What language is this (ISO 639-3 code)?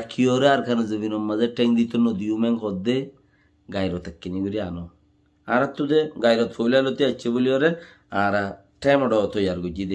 rhg